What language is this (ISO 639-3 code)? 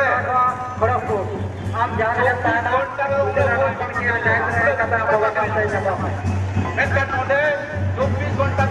sat